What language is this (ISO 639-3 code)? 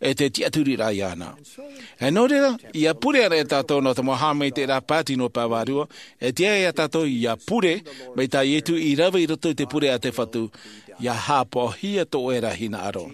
tah